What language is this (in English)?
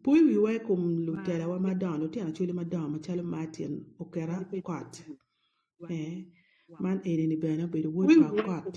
Acoli